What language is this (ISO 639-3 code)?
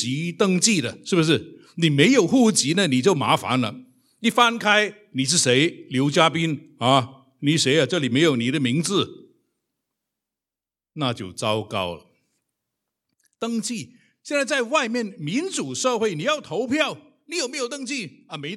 zho